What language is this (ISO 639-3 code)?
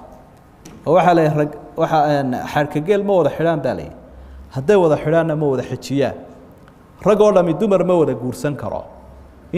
som